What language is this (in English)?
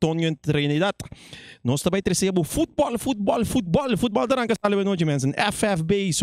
Papiamento